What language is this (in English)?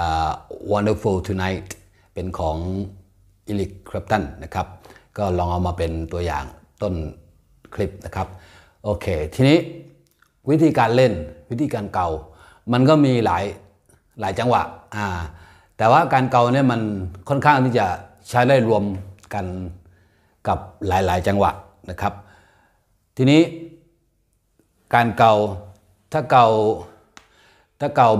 Thai